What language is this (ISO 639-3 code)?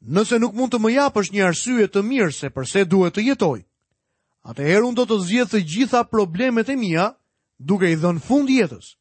sqi